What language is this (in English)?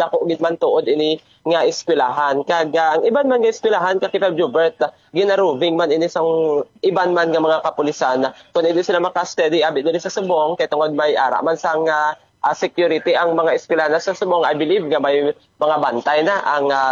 Hiligaynon